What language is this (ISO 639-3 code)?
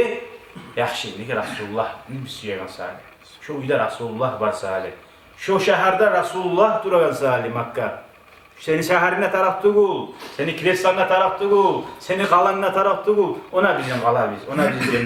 kum